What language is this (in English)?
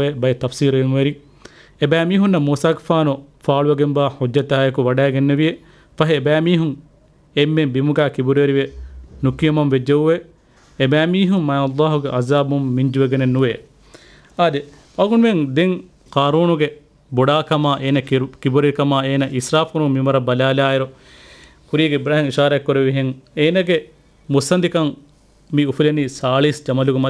Divehi